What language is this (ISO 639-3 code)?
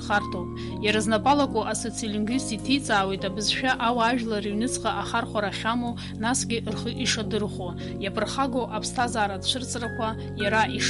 abk